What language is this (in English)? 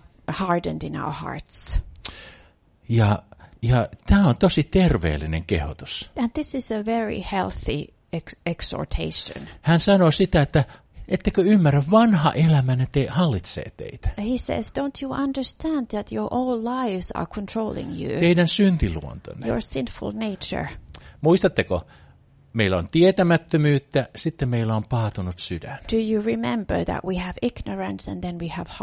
Finnish